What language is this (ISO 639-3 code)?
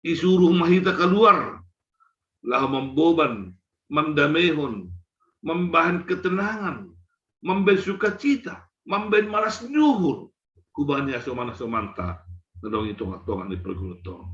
bts